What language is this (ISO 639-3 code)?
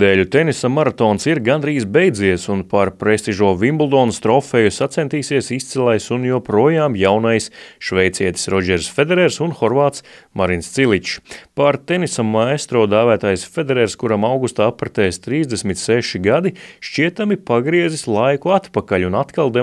lav